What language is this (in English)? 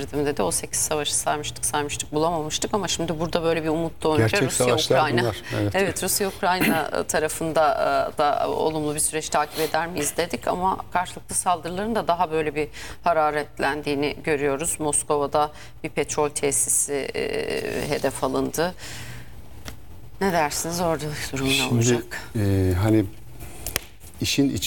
Turkish